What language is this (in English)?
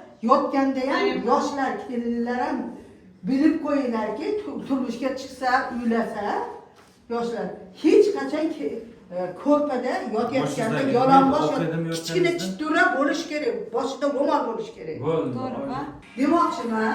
Uzbek